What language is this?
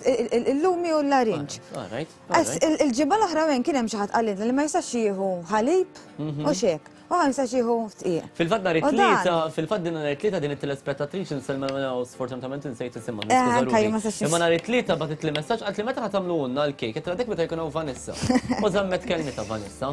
Maltese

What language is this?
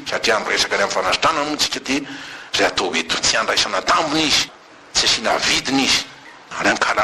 Malagasy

